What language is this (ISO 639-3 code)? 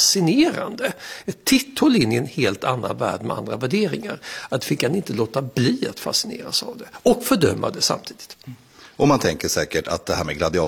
swe